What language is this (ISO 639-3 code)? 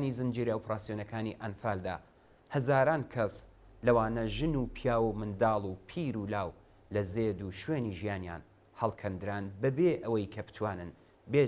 ckb